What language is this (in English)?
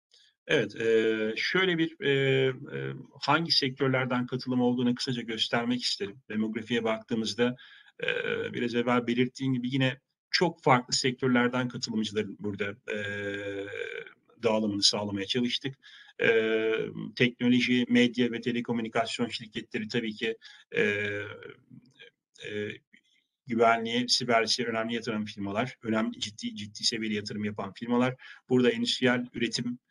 Turkish